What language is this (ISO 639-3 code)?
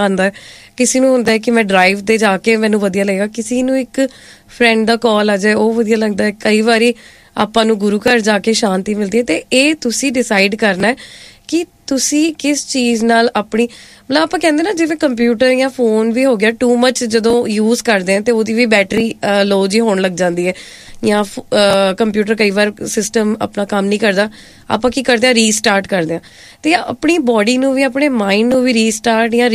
pan